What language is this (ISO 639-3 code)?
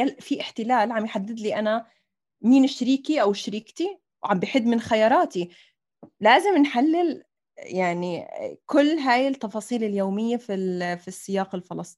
apc